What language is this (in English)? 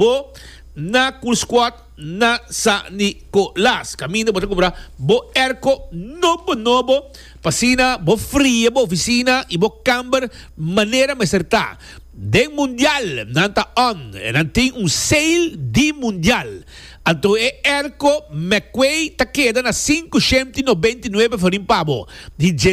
Papiamento